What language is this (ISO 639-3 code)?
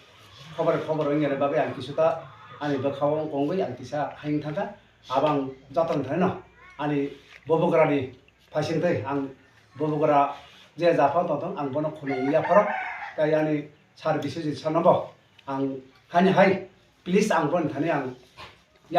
trp